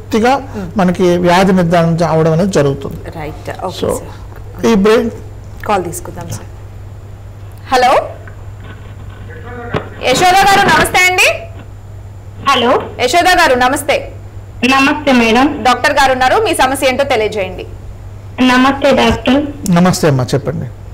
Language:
Telugu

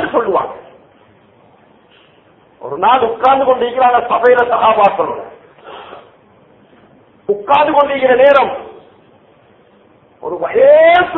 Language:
Tamil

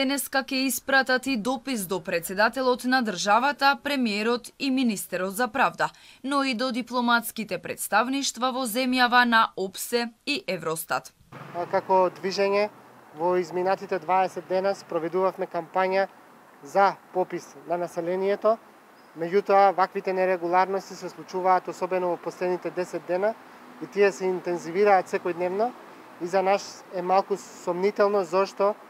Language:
Macedonian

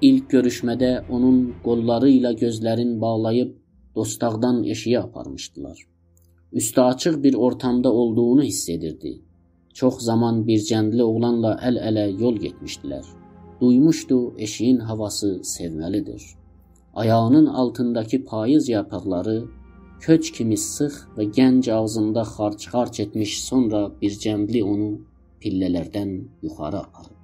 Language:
South Azerbaijani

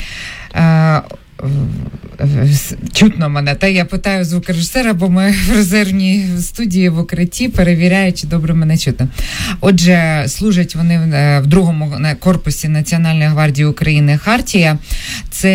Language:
Ukrainian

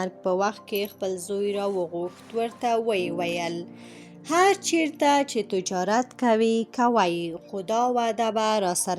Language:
Pashto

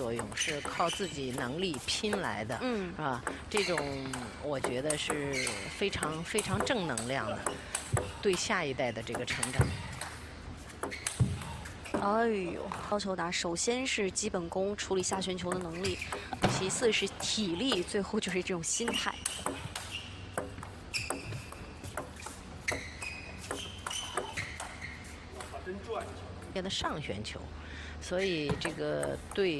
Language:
Chinese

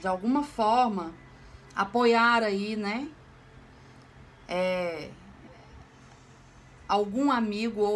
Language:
Portuguese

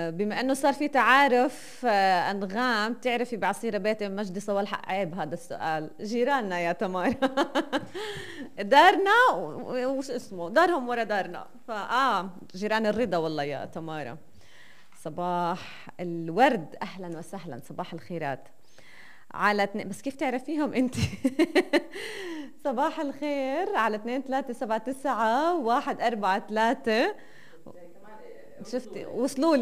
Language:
North Levantine Arabic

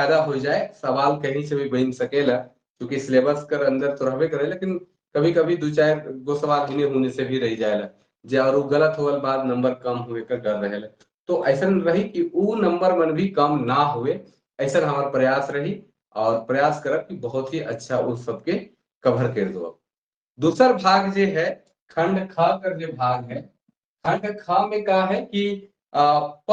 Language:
Sadri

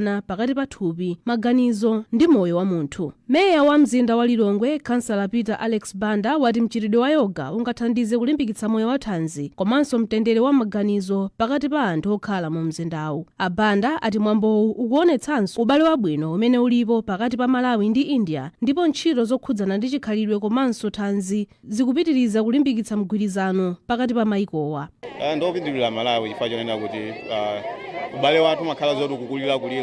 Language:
Nyanja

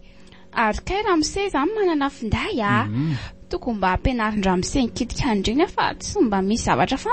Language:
Malagasy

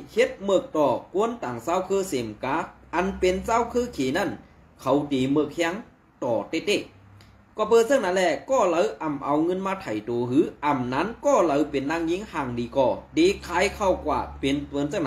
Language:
Shan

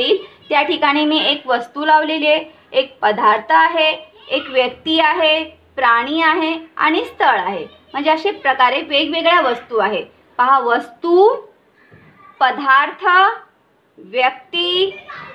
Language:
Marathi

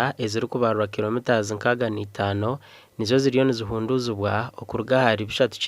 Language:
Nyankole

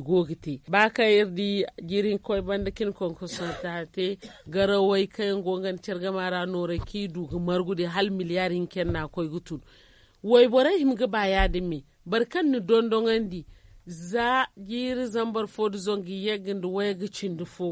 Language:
Zarma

